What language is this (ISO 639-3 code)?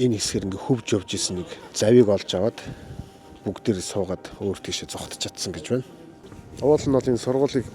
mon